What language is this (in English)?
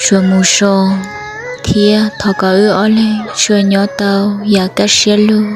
Hmong